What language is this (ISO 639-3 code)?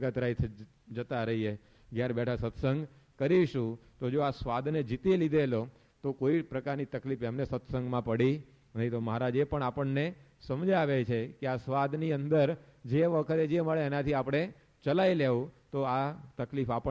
guj